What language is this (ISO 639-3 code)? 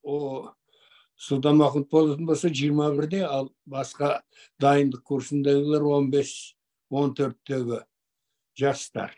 kaz